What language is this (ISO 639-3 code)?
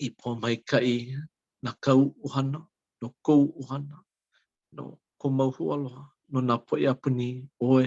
haw